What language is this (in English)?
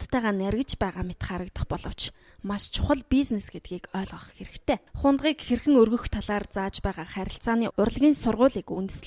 Mongolian